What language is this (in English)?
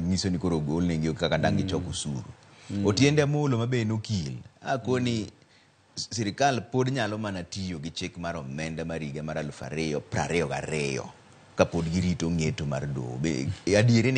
Luo (Kenya and Tanzania)